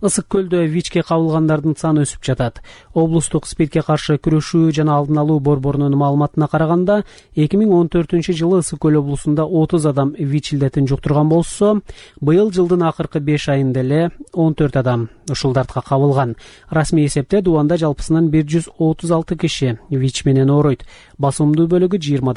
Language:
Kyrgyz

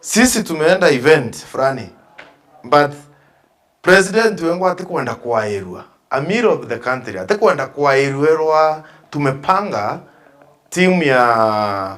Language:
Meru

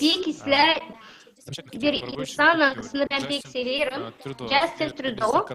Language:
Gagauz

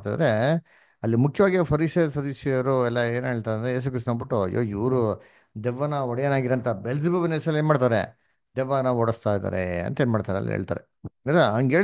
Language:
Kannada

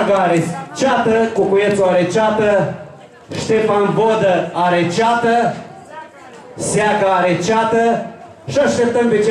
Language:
Romanian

